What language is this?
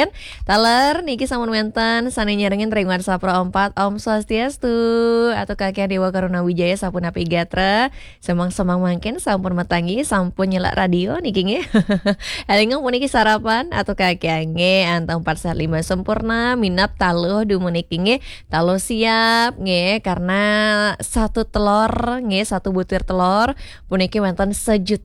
Balinese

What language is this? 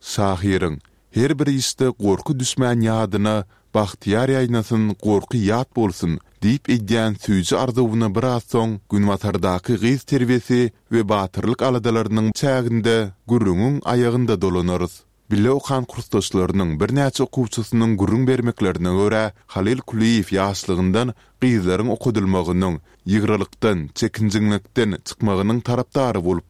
Turkmen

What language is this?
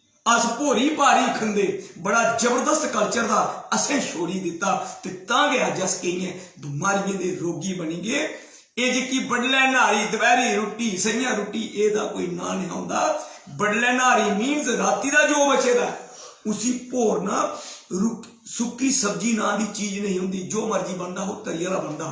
Dogri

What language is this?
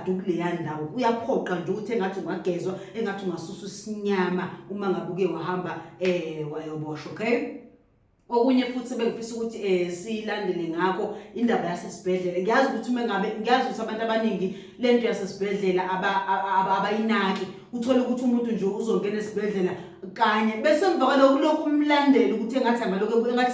Zulu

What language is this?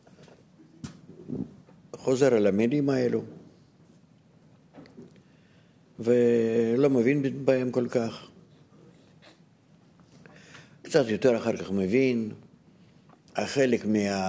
Hebrew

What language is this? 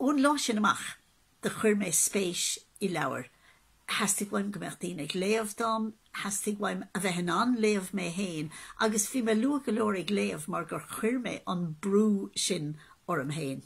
Irish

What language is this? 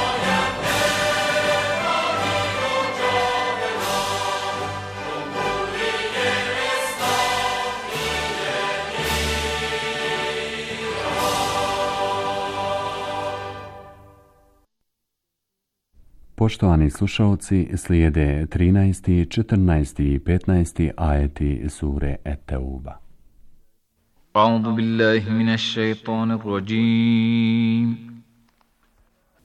Bosnian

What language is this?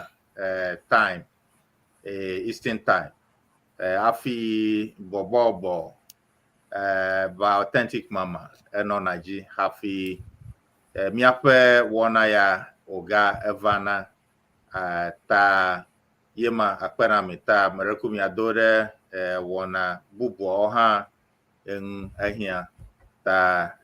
Ewe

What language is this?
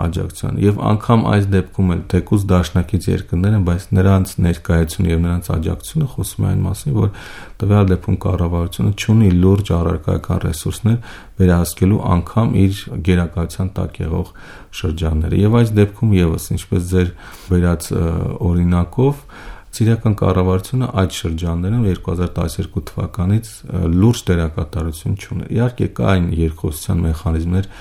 Armenian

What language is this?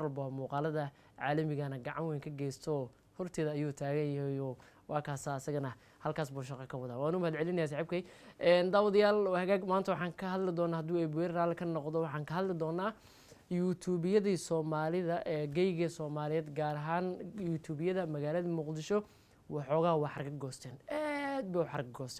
Somali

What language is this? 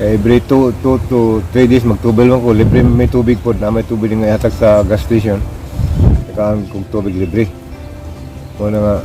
Cebuano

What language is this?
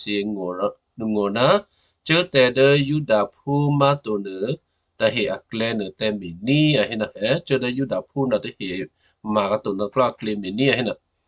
Western Kayah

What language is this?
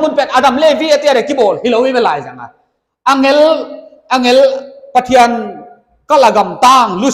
Paite Chin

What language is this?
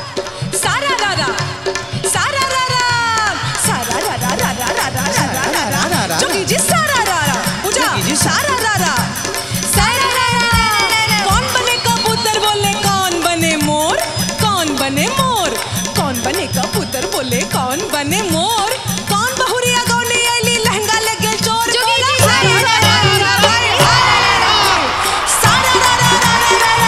Bhojpuri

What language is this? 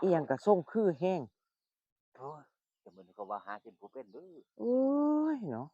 Lao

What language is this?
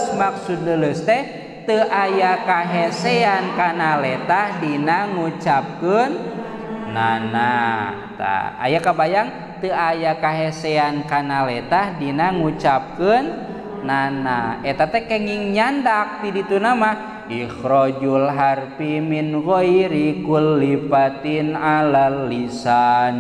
Sundanese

